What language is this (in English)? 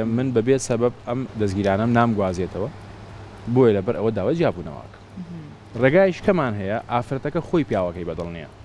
Central Kurdish